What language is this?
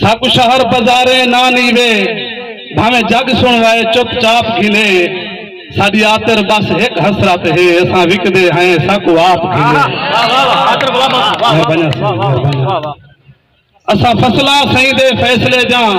Saraiki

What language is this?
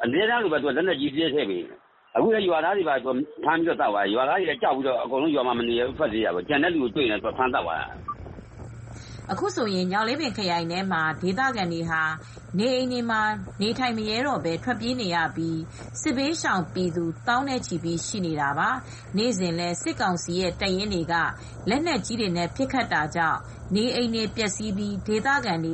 Burmese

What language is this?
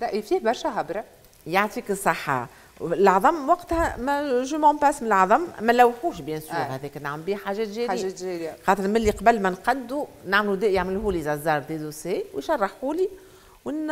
Tunisian Arabic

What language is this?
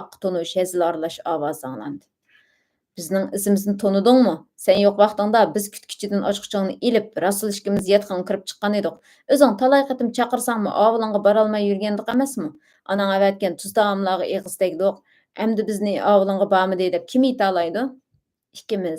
Uyghur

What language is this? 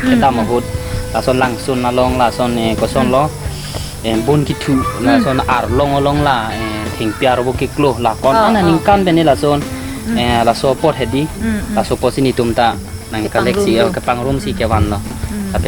Karbi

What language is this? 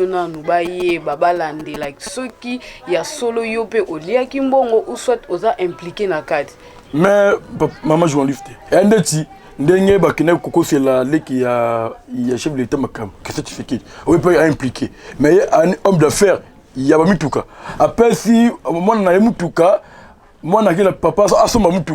Lingala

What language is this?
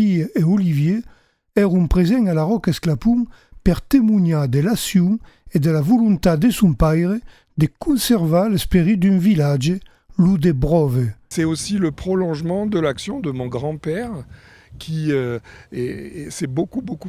Occitan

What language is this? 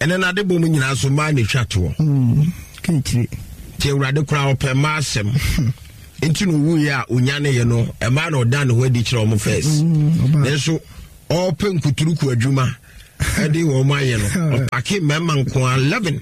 Akan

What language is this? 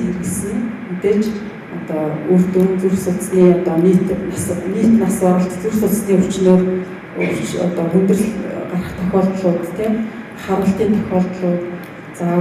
Mongolian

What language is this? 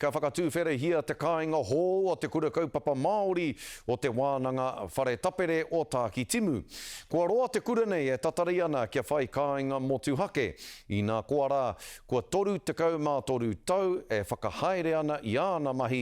Māori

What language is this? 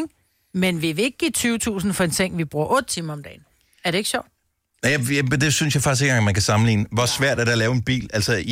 Danish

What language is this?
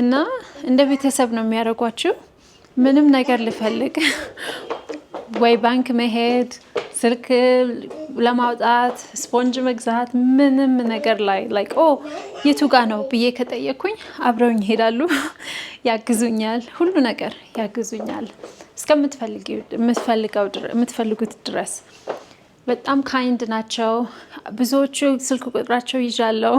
Amharic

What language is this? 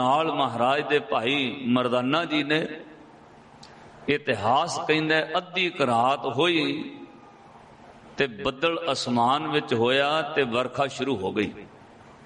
Punjabi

